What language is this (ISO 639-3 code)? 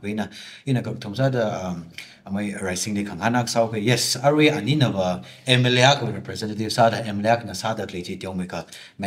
nmf